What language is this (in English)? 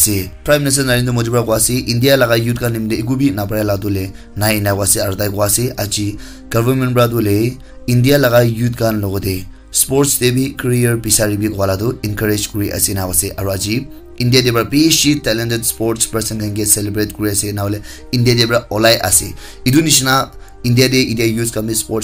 Naga Pidgin